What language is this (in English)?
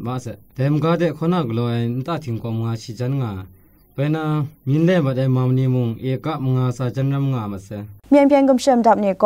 Kachin